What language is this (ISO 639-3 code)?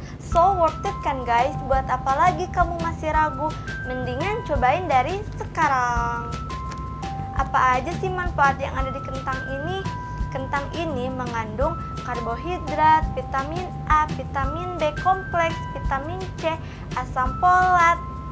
ind